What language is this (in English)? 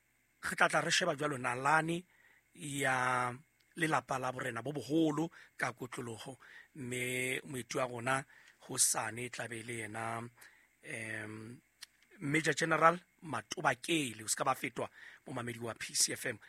Southern Sotho